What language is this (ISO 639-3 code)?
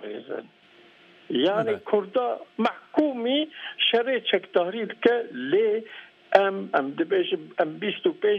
kur